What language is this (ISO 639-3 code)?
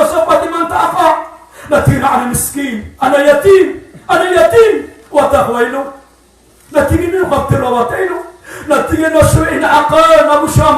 mrw